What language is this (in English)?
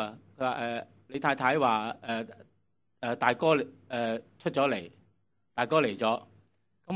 Cantonese